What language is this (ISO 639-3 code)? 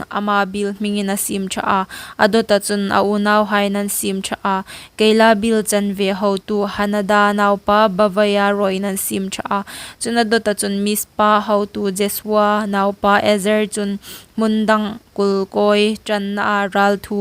hmr